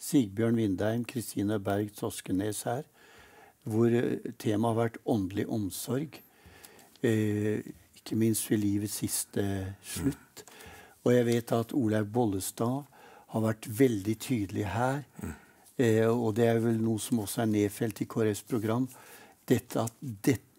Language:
Norwegian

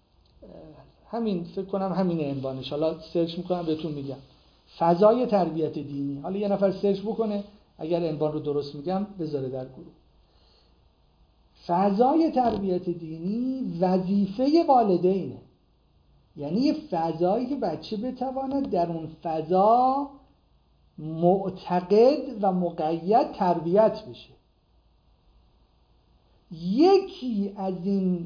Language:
Persian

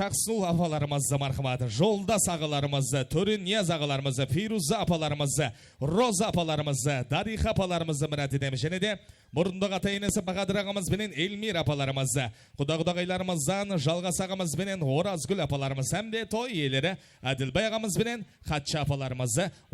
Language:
Kara-Kalpak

